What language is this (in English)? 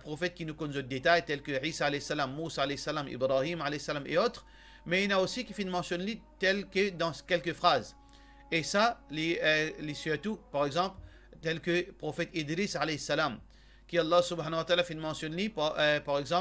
Morisyen